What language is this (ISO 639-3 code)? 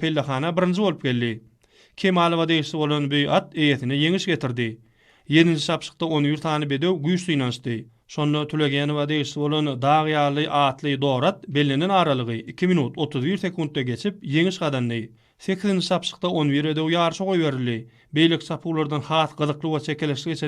tuk